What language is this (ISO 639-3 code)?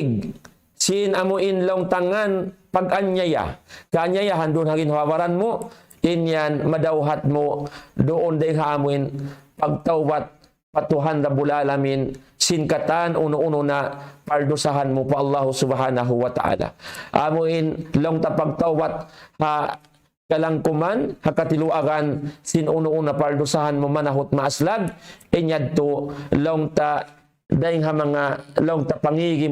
tsg